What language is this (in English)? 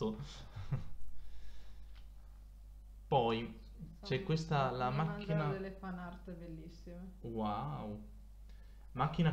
Italian